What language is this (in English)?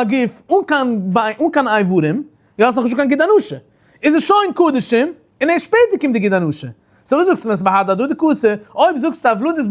Yiddish